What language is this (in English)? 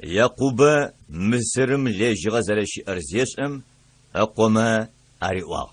Adyghe